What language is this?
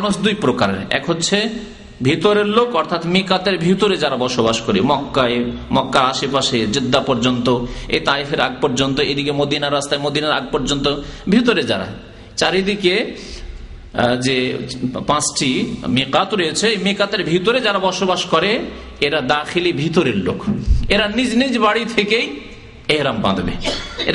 Bangla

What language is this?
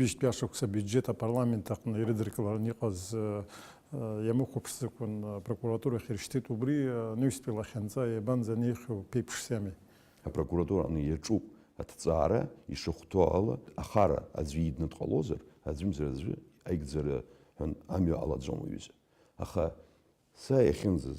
Abkhazian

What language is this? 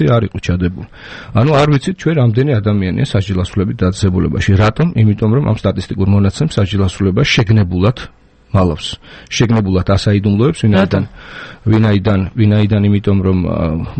Georgian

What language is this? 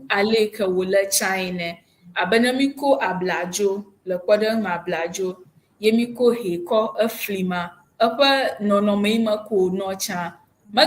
Ewe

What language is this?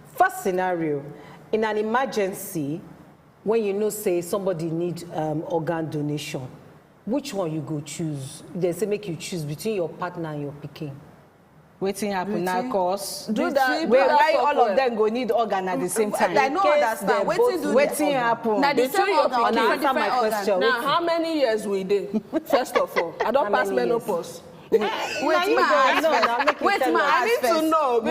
Nigerian Pidgin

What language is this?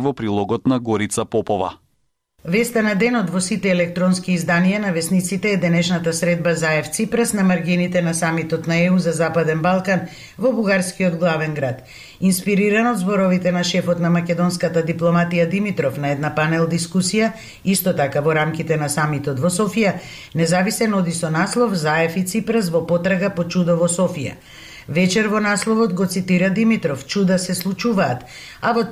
Macedonian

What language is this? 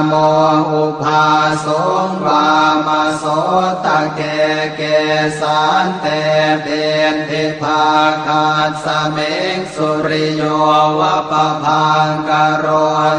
Pali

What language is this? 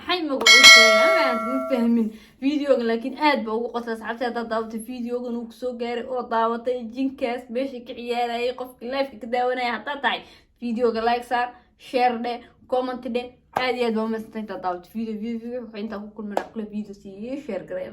Somali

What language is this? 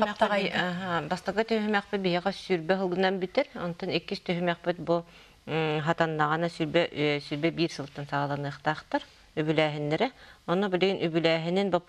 Yakut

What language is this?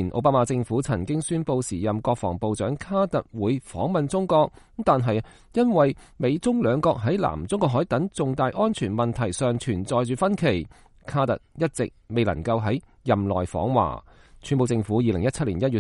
Cantonese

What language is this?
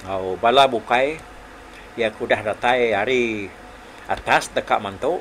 Iban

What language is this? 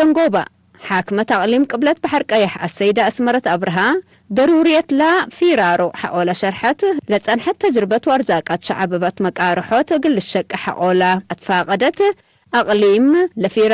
Tigre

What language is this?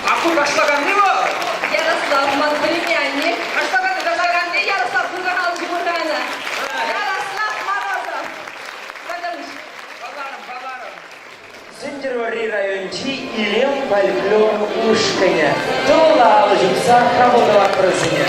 Chuvash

